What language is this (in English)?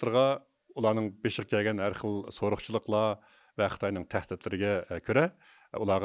Uyghur